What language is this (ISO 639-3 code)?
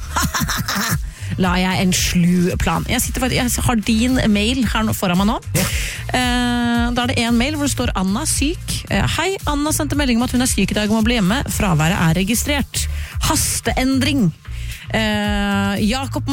nor